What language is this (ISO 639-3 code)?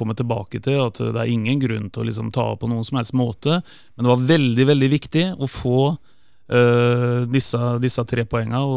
nor